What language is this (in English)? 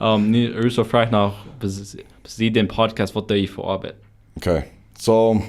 Plautdietsch